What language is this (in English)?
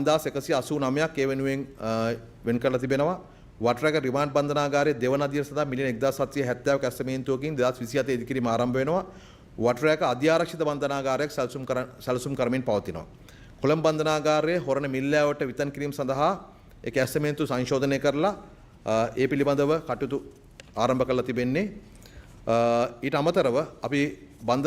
Sinhala